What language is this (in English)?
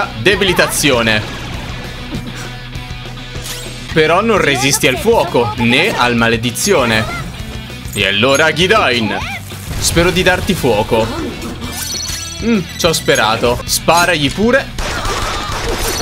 Italian